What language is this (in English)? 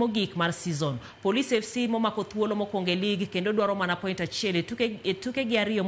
Luo (Kenya and Tanzania)